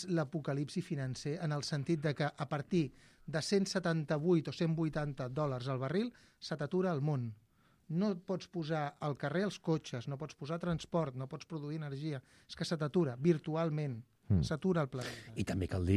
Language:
Catalan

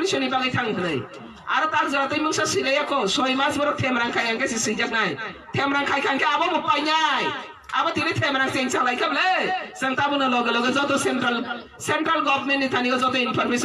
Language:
Kok Borok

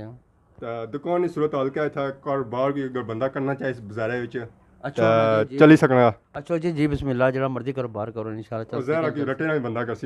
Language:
Pahari-Potwari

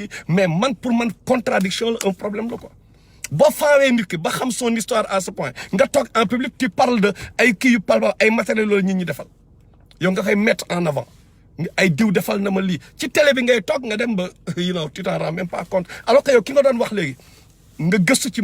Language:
Wolof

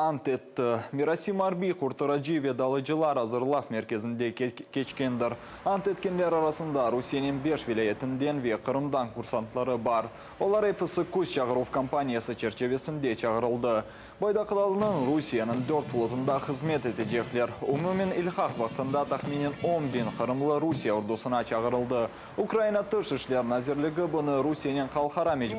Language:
Crimean Tatar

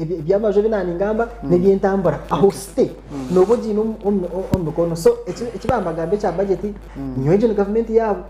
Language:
Nyankole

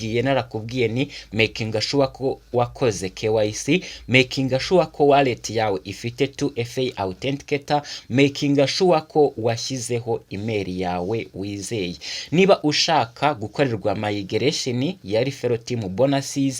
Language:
Kinyarwanda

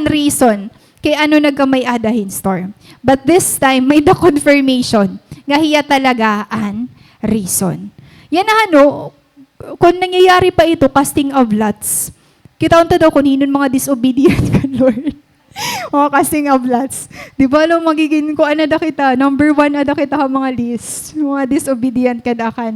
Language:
Waray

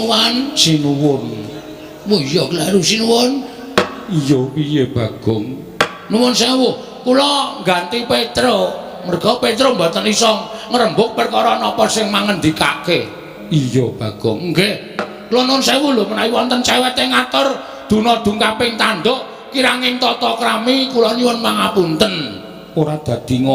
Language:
Javanese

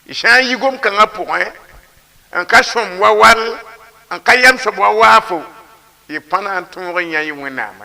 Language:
Mossi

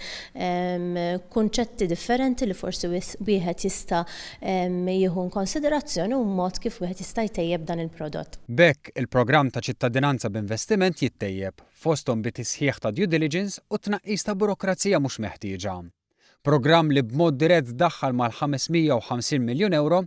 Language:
Maltese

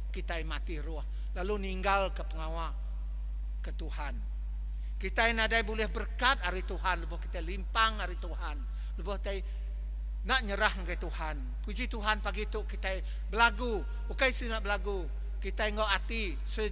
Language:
Iban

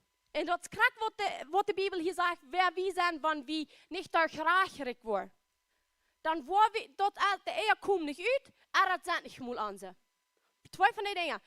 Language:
Plautdietsch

